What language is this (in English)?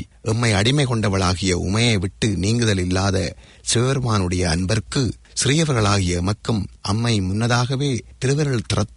Tamil